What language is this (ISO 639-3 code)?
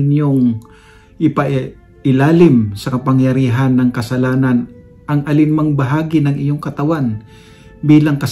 fil